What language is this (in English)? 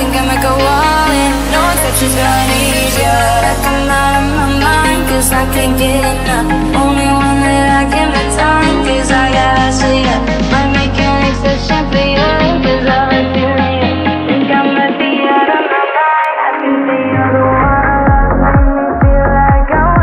English